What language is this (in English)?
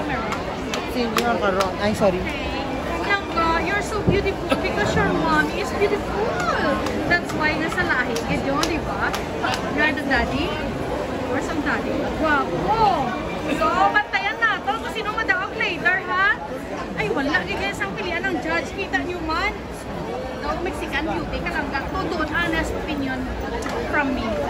Hiligaynon